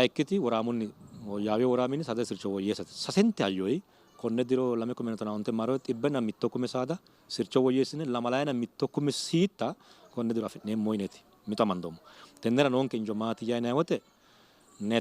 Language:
Sidamo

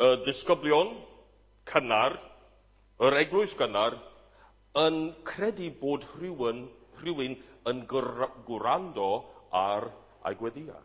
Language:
Welsh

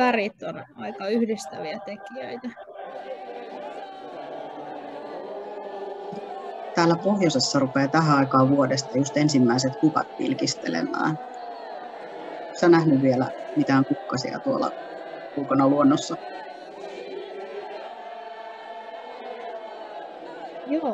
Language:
Finnish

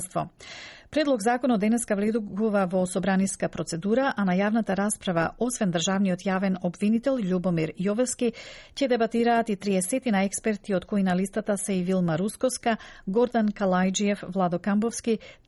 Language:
Macedonian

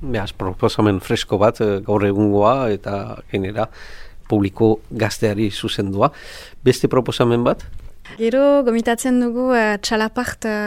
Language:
Basque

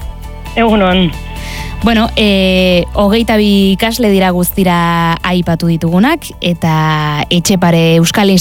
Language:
Basque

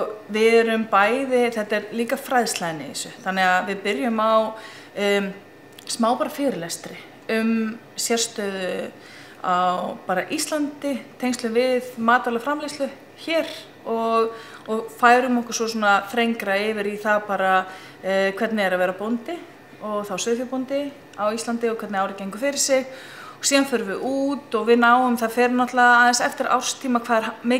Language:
Icelandic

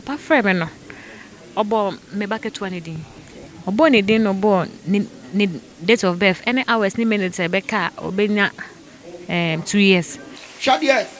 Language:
Akan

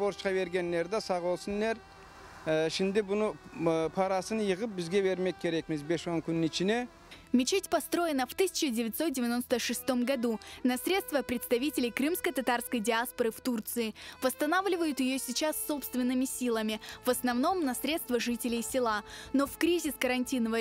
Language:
Crimean Tatar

